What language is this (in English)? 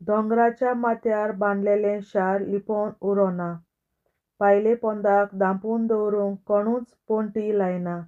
Konkani